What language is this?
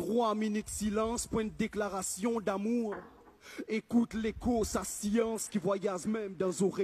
Morisyen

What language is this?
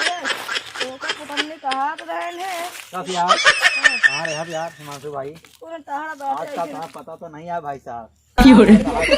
Awadhi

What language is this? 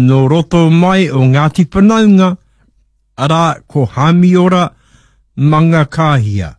Māori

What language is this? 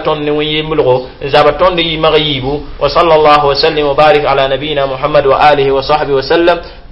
Mossi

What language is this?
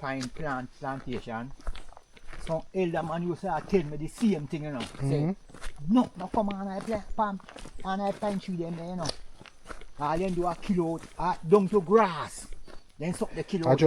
Jamaican Creole English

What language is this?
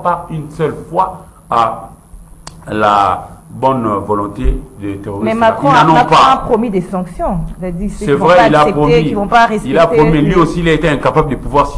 French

